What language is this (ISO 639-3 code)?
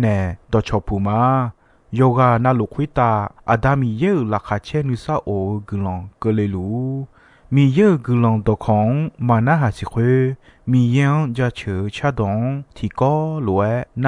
ahk